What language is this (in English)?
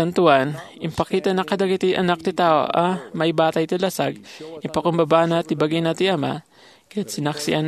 Iloko